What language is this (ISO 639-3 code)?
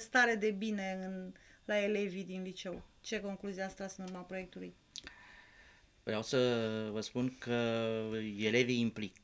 ron